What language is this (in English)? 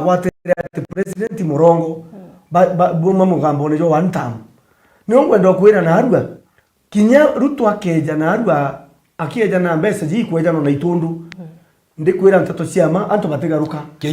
Meru